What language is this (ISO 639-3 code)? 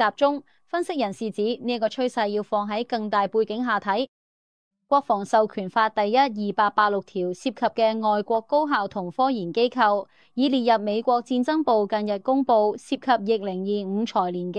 yue